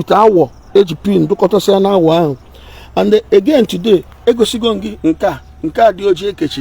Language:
Igbo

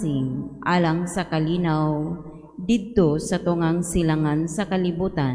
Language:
Cebuano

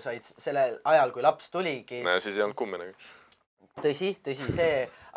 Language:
Estonian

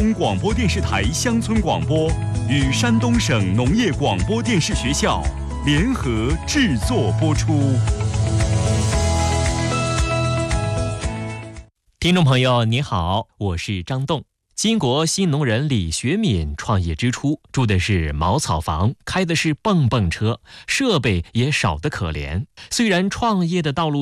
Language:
Chinese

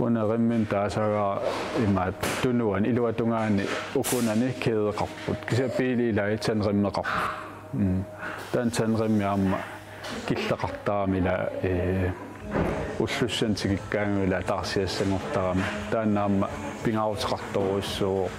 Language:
Kalaallisut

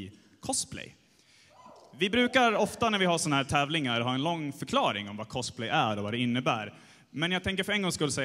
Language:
Swedish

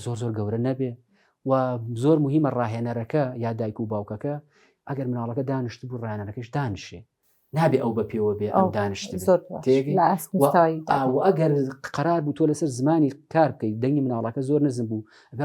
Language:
Central Kurdish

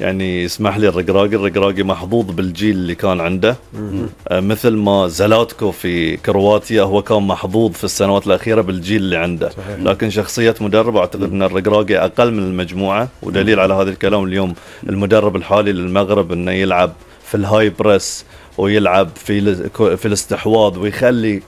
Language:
Gulf Arabic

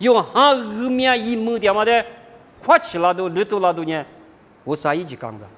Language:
Lisu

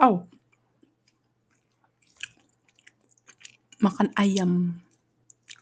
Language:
Indonesian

